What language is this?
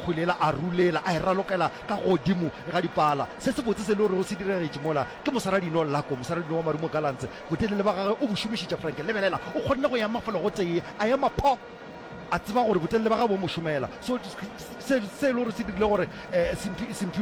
Northern Sotho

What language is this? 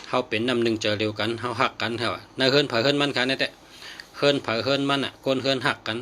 Shan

